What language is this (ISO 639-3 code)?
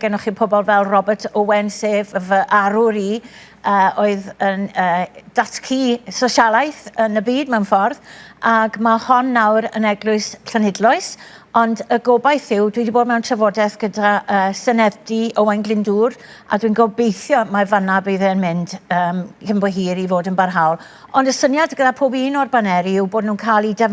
cym